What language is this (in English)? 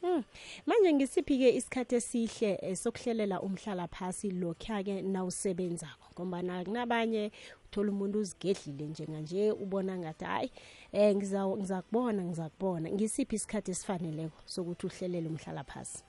South Ndebele